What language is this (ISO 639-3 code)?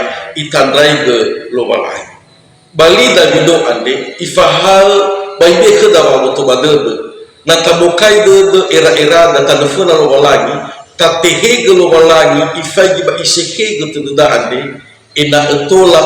nia